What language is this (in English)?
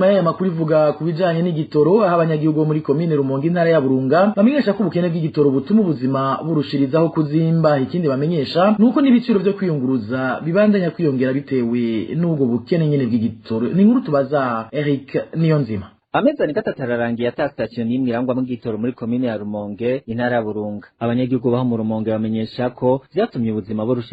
Rundi